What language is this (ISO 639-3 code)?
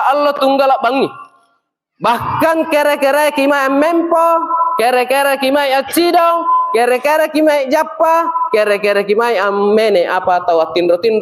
mak